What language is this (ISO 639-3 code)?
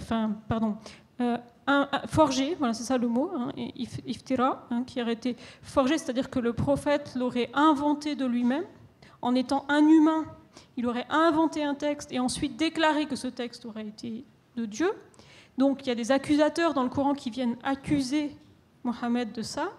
fra